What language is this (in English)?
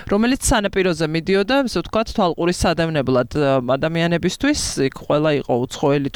Georgian